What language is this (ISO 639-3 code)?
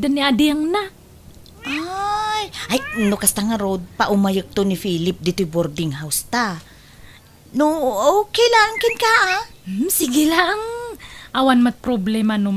ilo